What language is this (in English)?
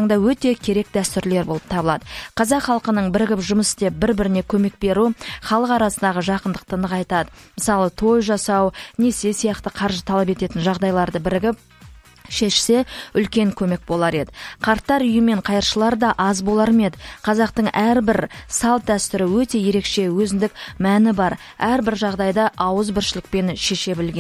Kazakh